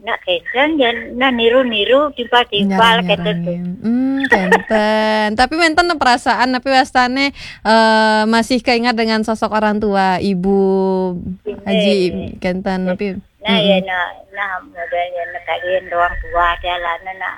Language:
Balinese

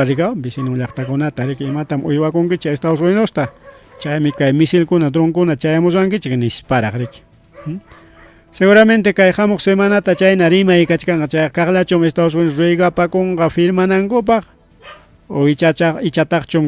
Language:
Ayacucho Quechua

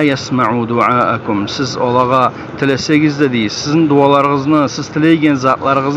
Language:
Kumyk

